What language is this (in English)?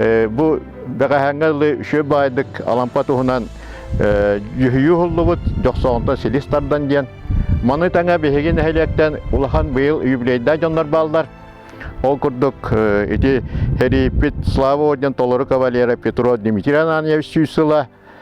Yakut